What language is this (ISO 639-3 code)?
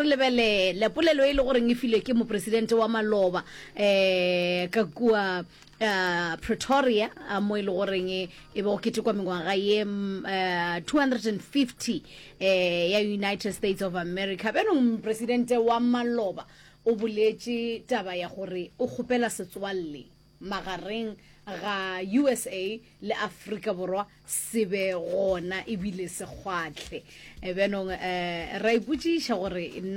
nso